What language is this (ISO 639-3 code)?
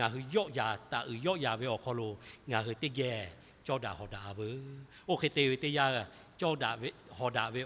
lhu